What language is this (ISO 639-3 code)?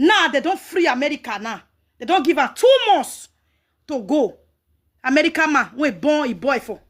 pcm